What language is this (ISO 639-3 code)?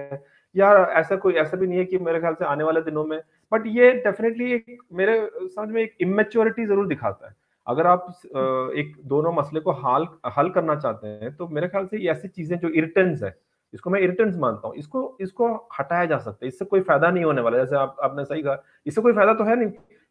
hin